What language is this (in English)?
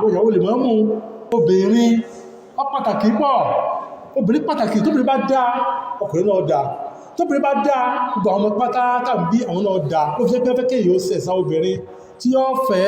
Yoruba